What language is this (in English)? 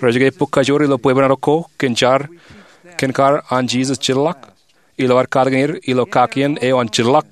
Marshallese